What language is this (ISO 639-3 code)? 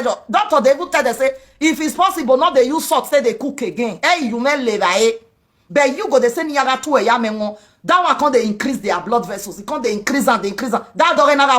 pcm